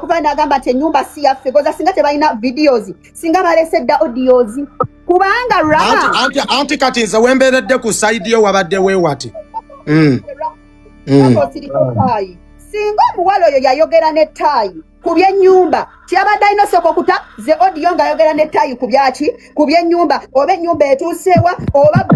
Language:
Ganda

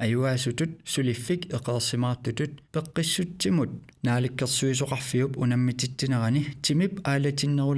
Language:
Kalaallisut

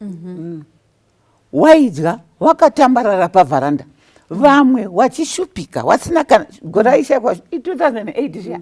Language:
Shona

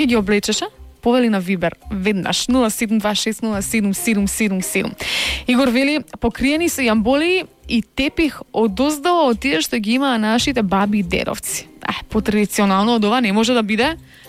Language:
Macedonian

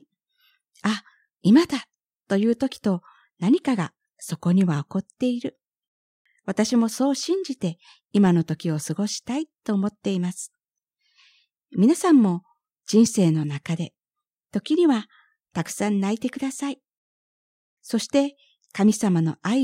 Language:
Japanese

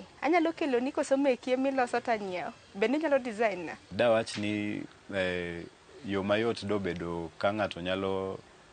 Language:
Luo (Kenya and Tanzania)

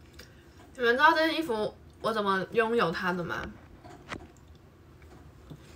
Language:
Chinese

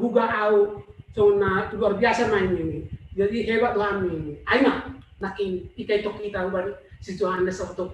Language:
Batak Simalungun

